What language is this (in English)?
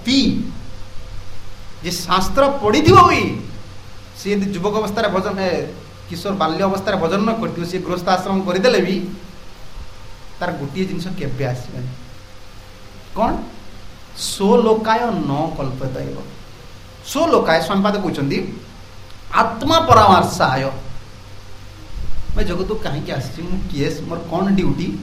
Odia